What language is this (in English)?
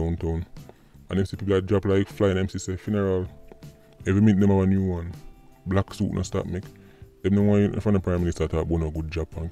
Jamaican Creole English